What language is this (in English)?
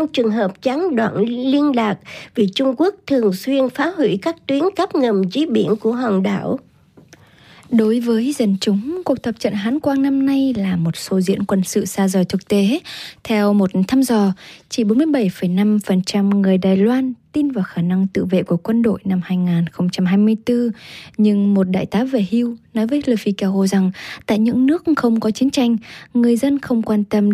Vietnamese